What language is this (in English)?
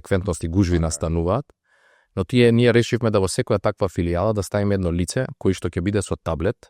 Macedonian